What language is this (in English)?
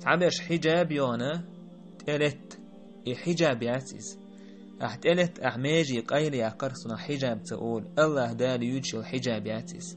Chechen